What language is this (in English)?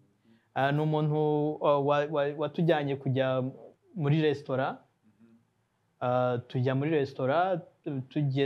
Kinyarwanda